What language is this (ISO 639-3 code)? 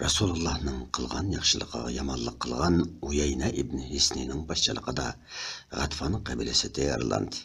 uig